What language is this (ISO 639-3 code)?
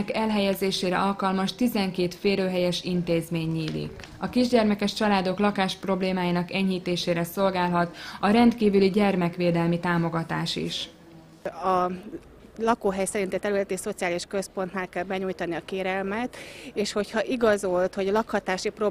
hun